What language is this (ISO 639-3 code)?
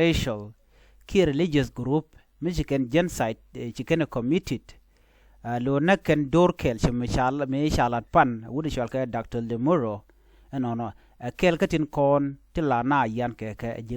nus